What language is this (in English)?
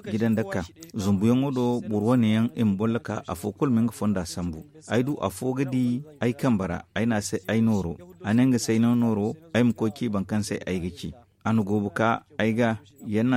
Zarma